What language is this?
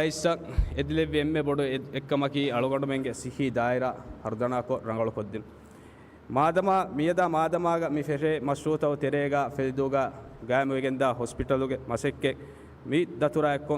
Divehi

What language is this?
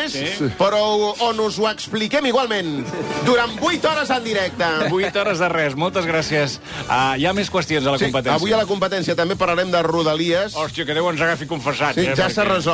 Catalan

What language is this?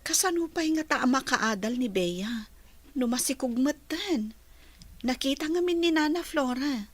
Iloko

